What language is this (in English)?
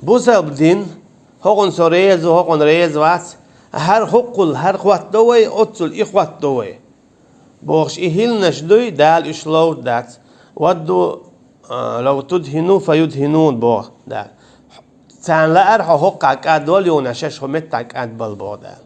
Chechen